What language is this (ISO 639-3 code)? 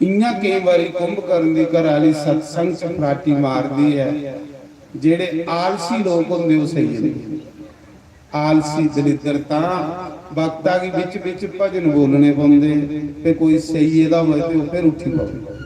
doi